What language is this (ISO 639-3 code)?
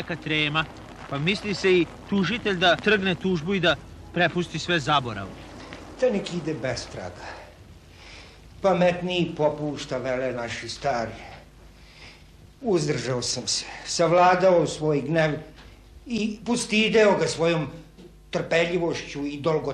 srp